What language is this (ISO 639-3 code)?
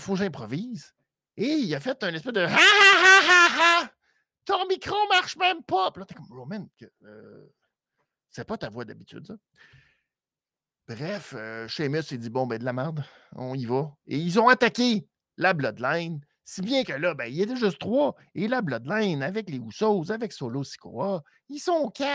fra